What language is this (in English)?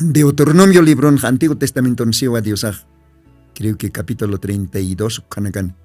Aymara